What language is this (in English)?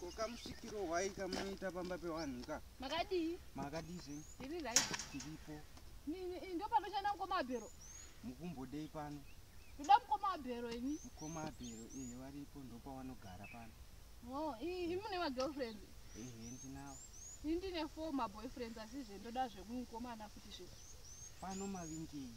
Shona